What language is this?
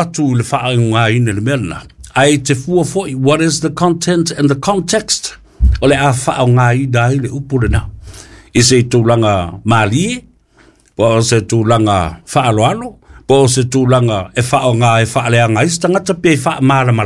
Samoan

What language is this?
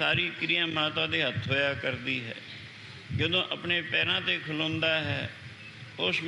Punjabi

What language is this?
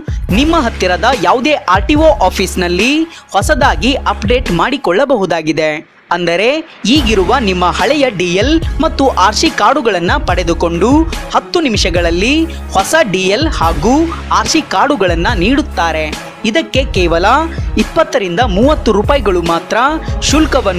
Kannada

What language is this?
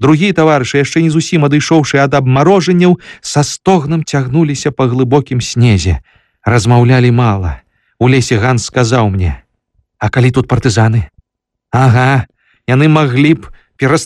Belarusian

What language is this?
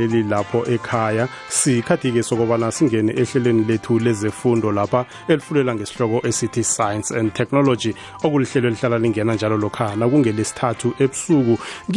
South Ndebele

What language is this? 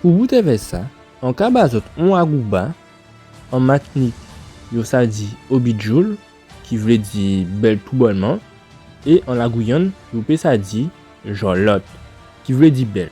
Guadeloupean Creole French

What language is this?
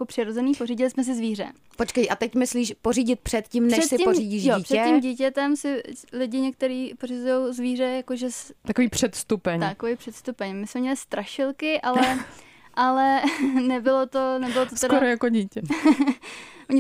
Czech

